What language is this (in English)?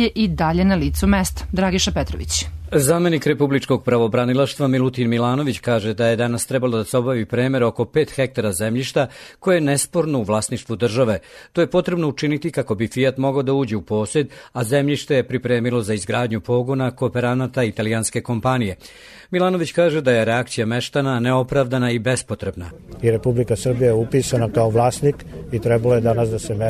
Serbian